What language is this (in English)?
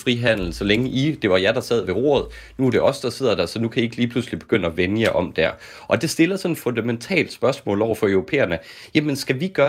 Danish